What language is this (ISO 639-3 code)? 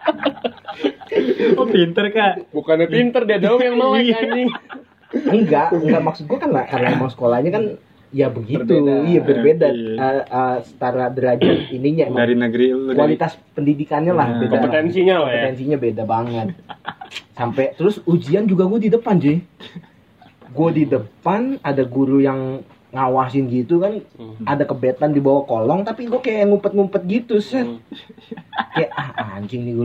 ind